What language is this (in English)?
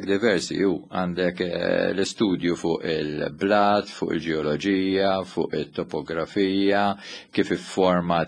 Maltese